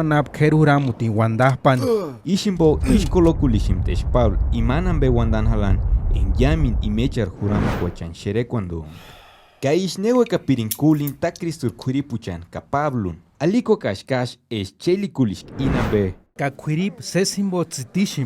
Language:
Purepecha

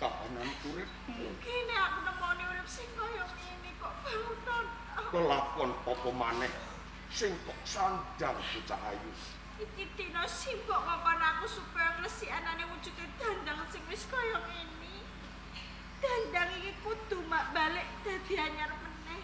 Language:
Javanese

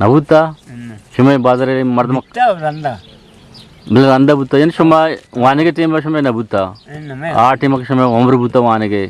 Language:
Eastern Balochi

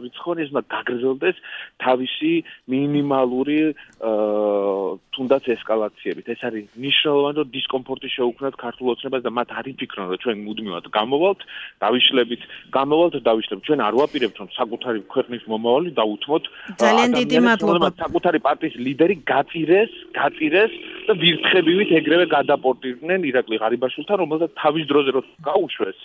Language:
Georgian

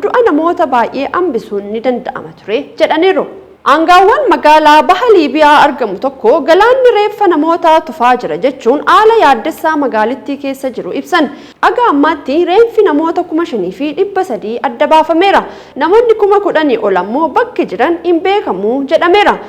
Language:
Oromo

